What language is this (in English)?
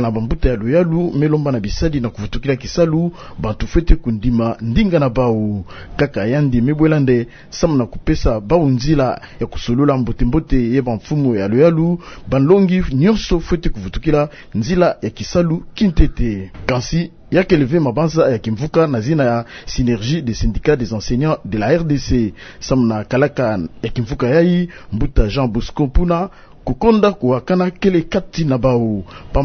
Kituba (Democratic Republic of Congo)